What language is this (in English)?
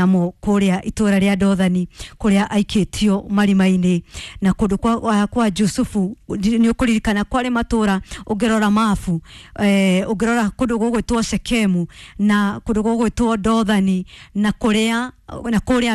Kikuyu